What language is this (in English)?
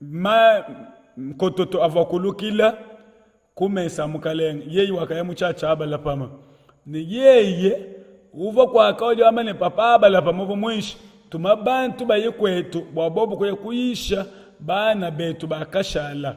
Luba-Lulua